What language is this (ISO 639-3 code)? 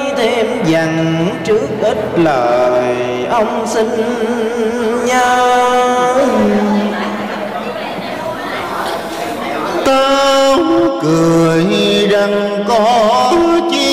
vie